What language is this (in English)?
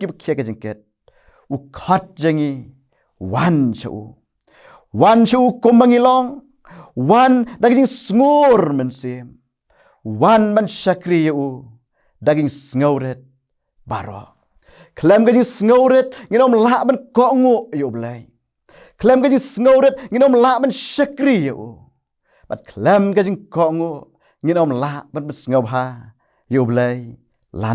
Khasi